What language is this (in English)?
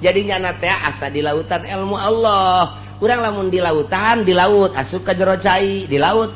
Sundanese